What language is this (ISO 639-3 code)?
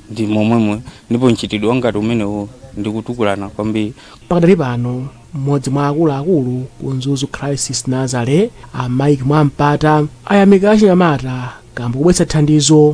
nya